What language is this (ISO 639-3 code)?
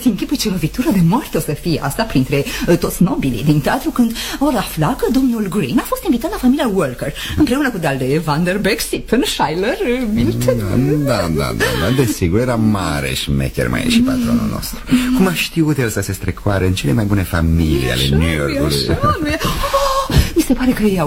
ron